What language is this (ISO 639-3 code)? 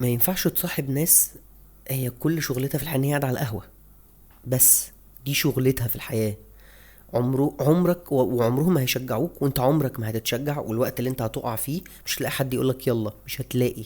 arz